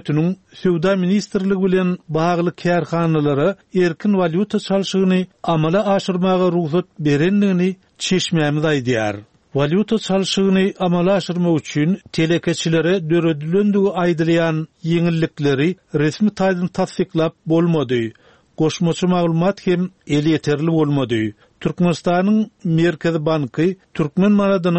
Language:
Turkmen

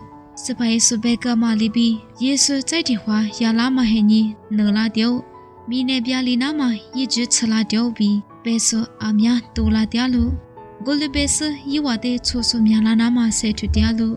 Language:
Lisu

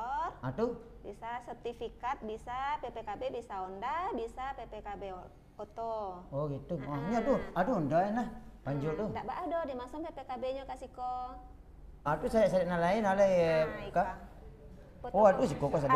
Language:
Minangkabau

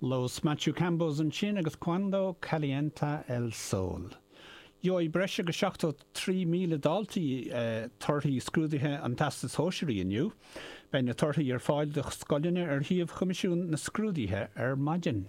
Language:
Irish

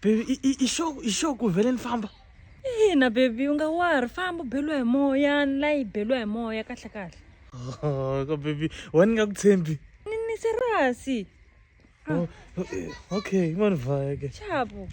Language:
Tsonga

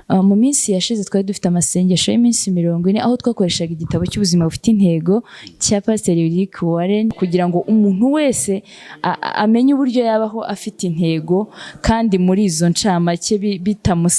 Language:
Kinyarwanda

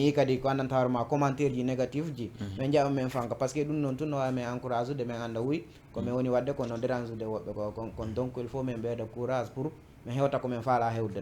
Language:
Fula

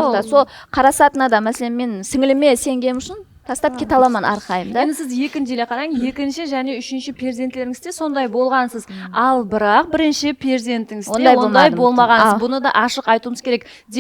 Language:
Kara-Kalpak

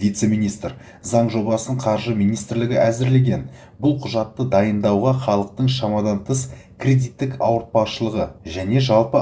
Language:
Kazakh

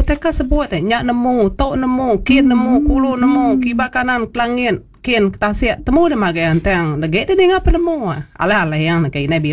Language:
Iban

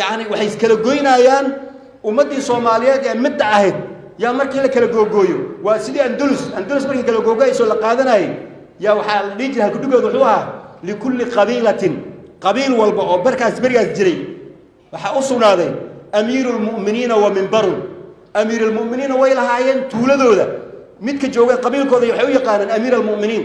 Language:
Somali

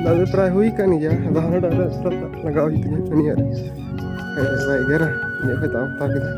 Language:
Santali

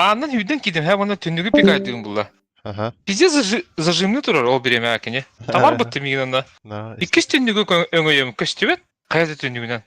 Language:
Yakut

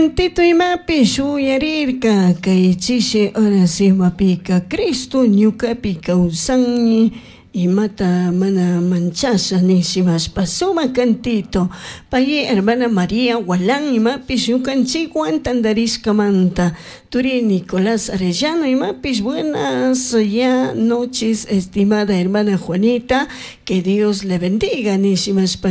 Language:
Chimborazo Highland Quichua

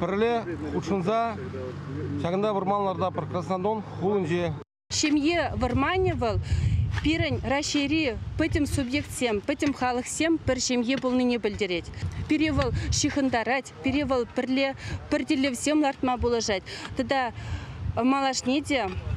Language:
Chuvash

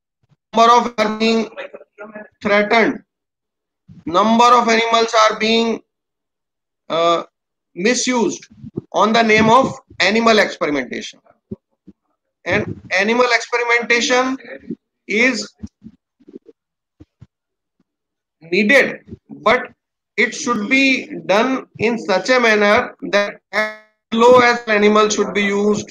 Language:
English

